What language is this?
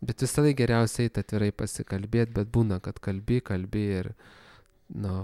Lithuanian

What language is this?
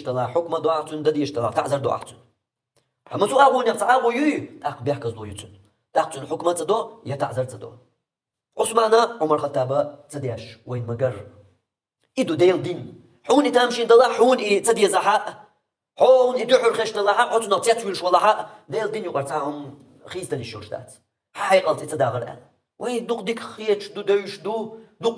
Chechen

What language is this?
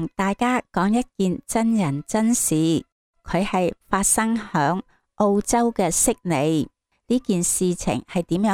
Cantonese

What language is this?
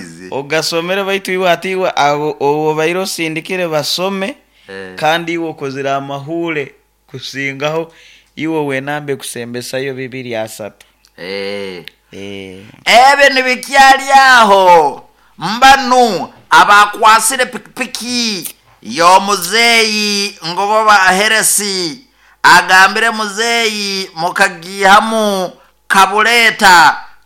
Nyoro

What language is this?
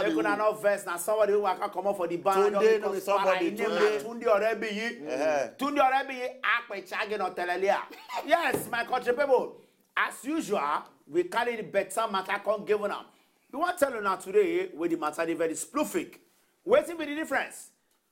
Nigerian Pidgin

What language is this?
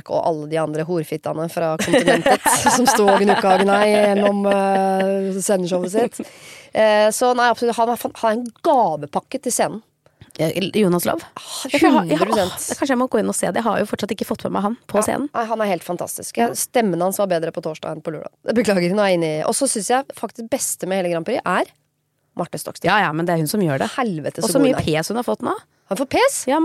Norwegian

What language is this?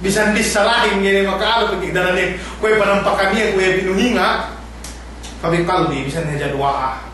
Yakan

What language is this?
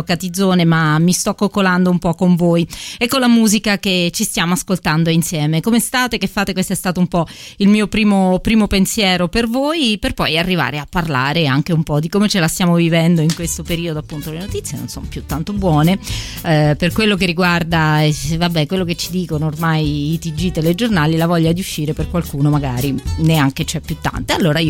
Italian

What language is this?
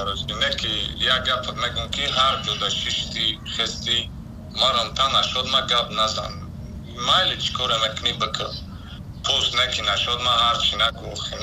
Tajik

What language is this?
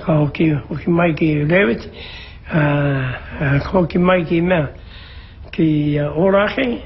Māori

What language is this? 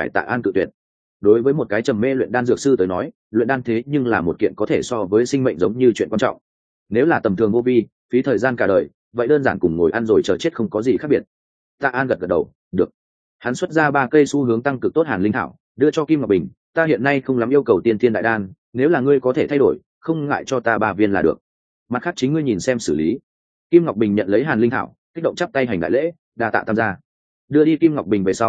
Vietnamese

